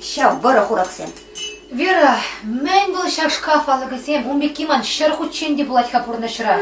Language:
Chuvash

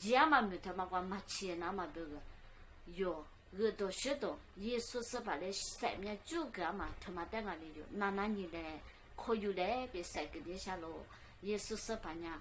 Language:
Lisu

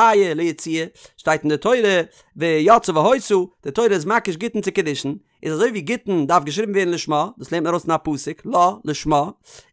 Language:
Yiddish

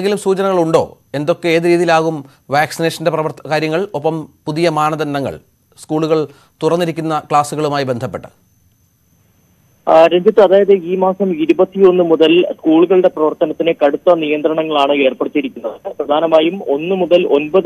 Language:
Malayalam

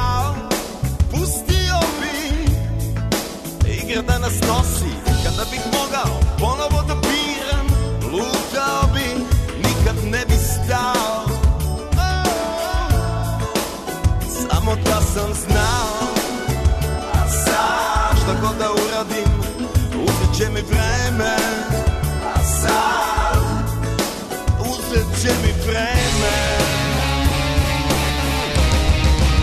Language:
Serbian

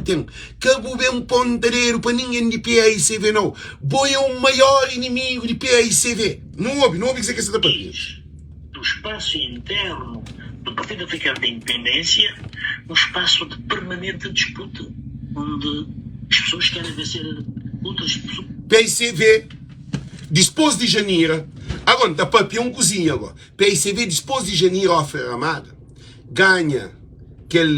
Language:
Kabuverdianu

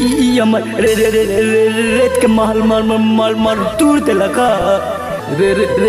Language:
Bhojpuri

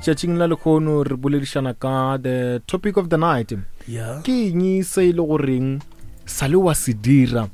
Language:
Northern Sotho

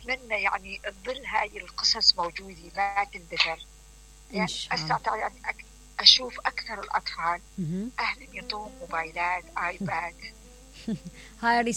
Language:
Mesopotamian Arabic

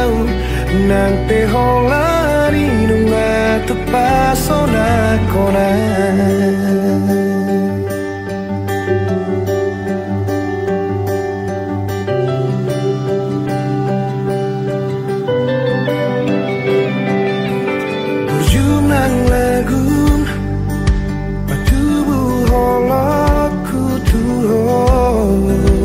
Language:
Batak Toba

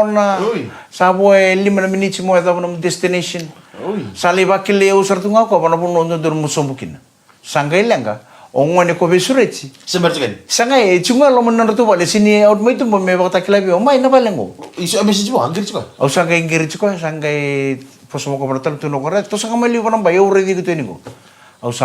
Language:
Fijian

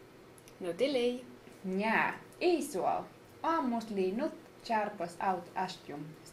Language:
Skolt Sami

